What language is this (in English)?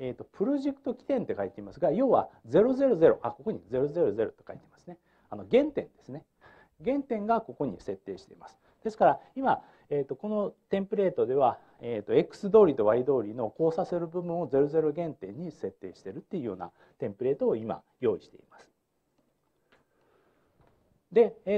Japanese